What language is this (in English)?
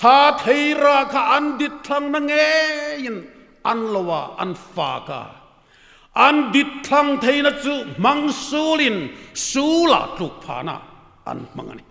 Hmar